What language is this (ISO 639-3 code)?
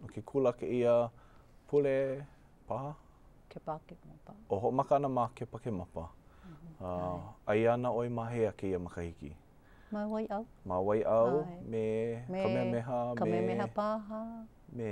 haw